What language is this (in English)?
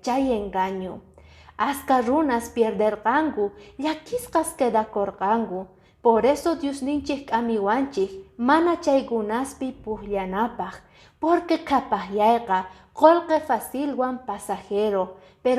Quechua